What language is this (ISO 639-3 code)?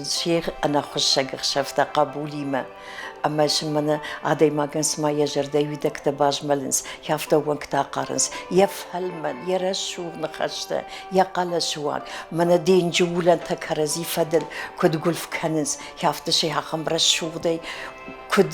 oss